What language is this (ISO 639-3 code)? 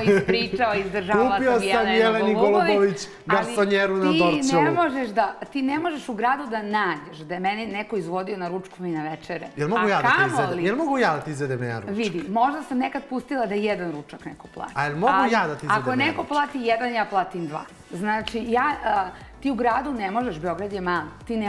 srp